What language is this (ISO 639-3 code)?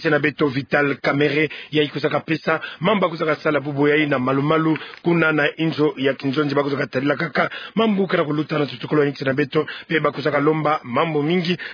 ktu